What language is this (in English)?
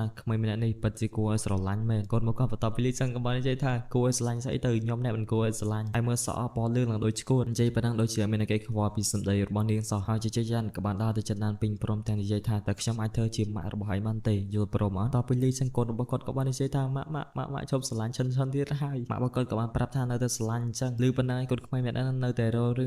Khmer